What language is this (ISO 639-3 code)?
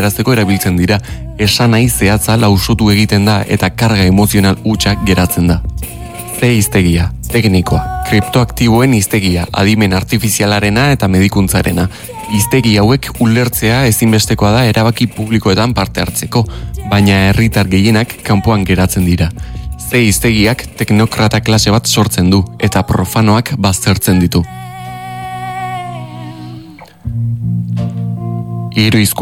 eus